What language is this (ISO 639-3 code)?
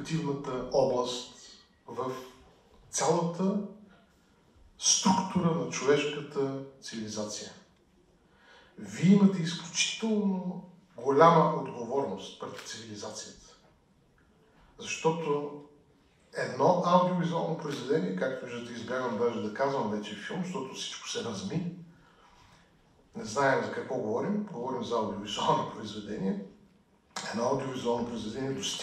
bul